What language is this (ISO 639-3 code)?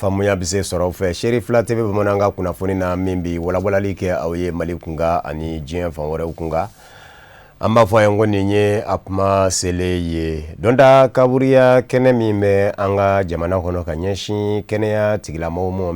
bam